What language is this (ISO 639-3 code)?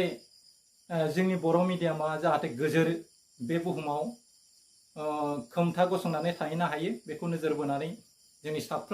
brx